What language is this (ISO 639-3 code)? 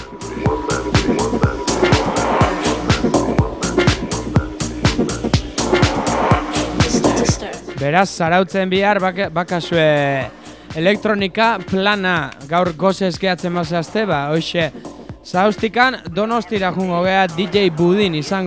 eus